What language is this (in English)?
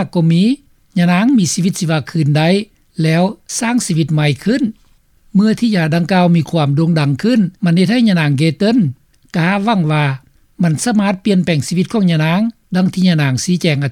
Lao